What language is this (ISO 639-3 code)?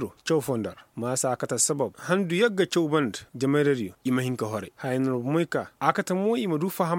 ses